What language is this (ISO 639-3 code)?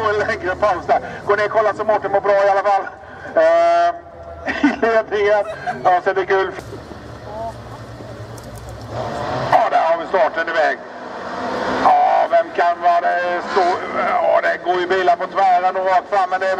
swe